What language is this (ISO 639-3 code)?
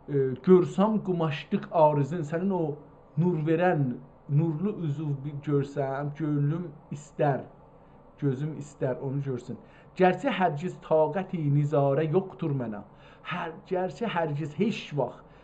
azb